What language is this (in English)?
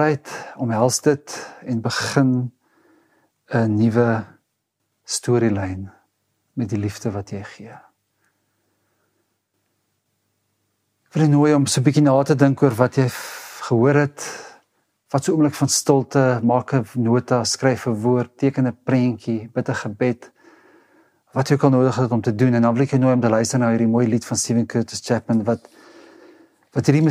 Afrikaans